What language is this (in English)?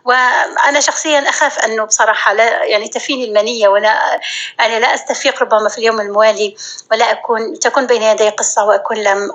North Levantine Arabic